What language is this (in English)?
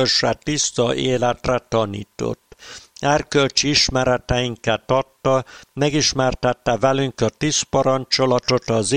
Hungarian